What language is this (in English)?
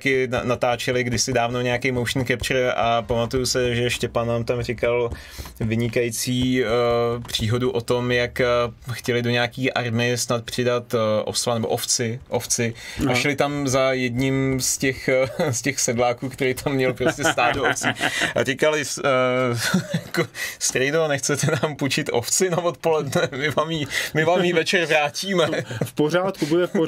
Czech